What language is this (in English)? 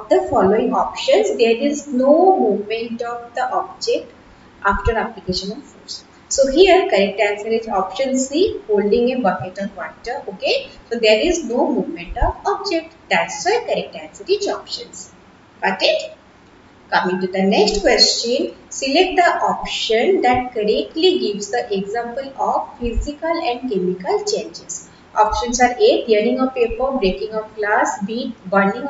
English